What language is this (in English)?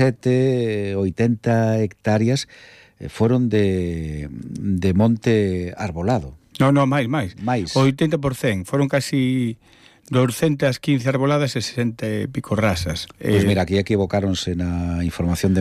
Galician